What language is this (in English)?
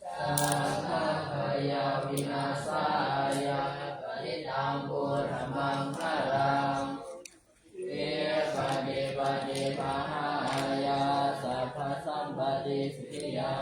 Pali